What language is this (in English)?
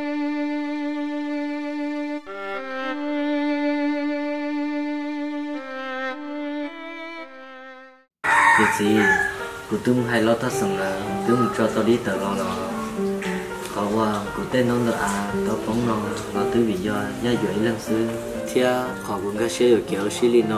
Vietnamese